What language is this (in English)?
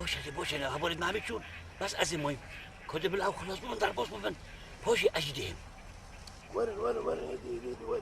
Kurdish